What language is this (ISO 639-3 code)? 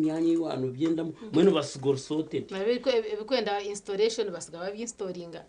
nyn